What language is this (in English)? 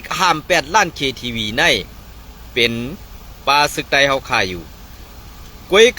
Shan